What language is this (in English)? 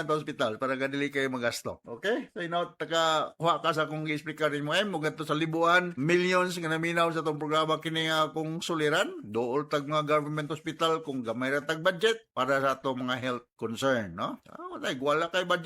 Cebuano